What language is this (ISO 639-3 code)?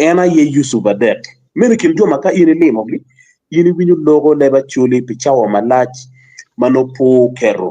ach